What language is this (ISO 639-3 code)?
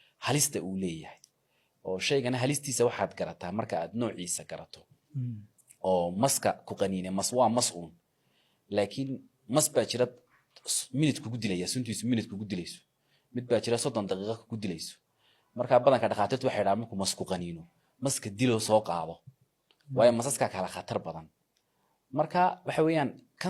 som